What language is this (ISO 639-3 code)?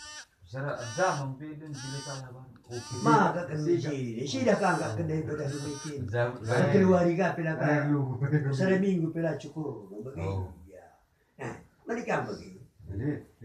btx